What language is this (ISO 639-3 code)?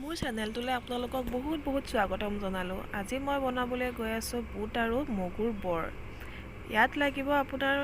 asm